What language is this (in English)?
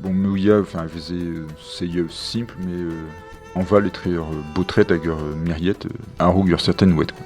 Breton